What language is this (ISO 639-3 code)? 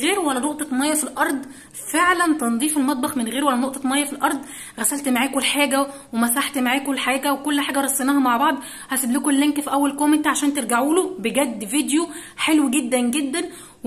arz